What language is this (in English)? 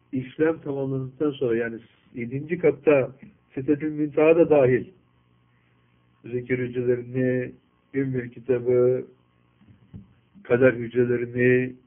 Turkish